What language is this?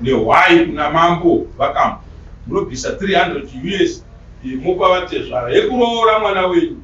Shona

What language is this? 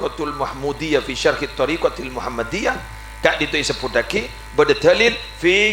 Madurese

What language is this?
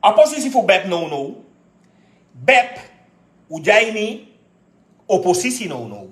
Sranan Tongo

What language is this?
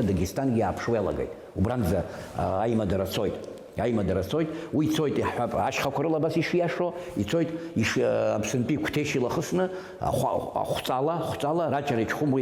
Abkhazian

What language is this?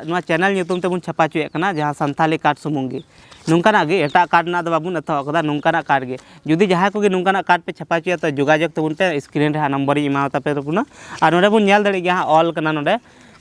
Santali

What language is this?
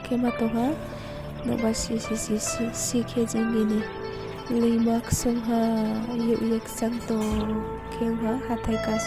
Riang (India)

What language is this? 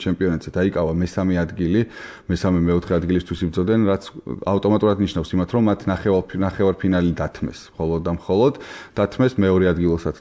Georgian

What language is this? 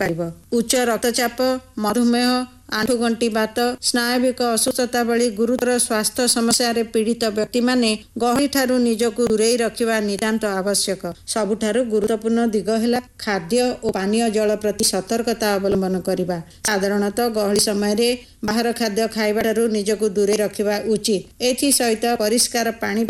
Odia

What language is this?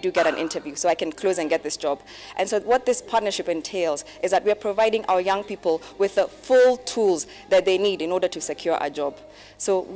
Kamba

